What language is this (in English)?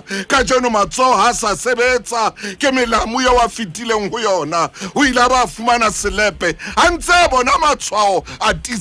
Southern Sotho